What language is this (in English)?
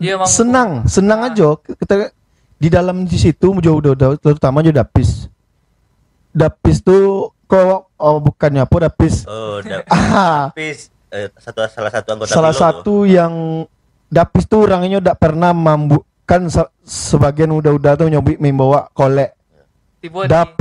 Minangkabau